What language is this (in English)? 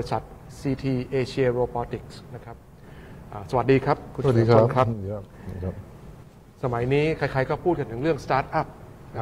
Thai